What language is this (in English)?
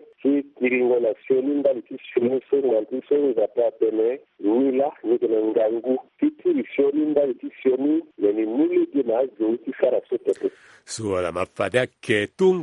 Sango